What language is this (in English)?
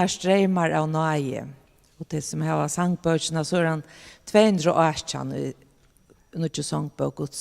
Faroese